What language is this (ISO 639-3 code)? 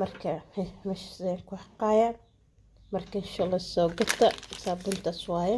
som